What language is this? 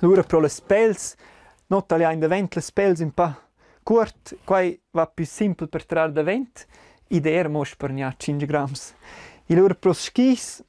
Romansh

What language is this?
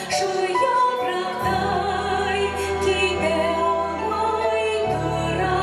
Bashkir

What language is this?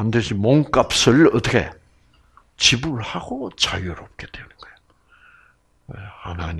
Korean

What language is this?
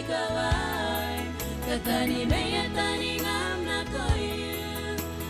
Gilbertese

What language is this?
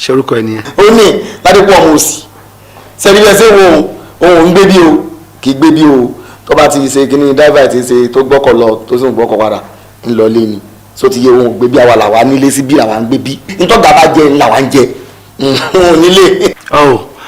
Yoruba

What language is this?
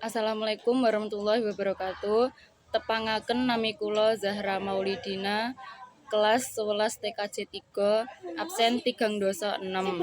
Javanese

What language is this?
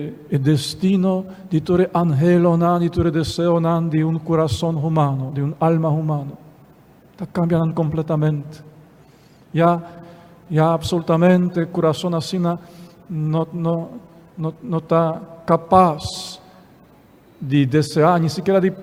Papiamento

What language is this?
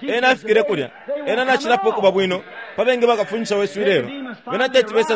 Bemba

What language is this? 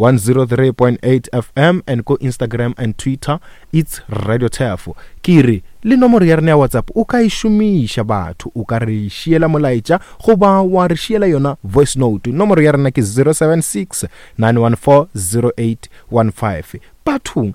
Northern Sotho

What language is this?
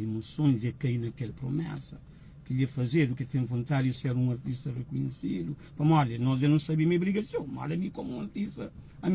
Kabuverdianu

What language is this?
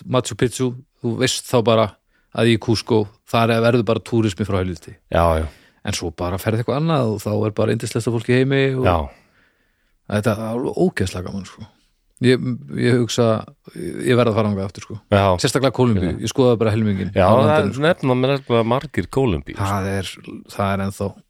Icelandic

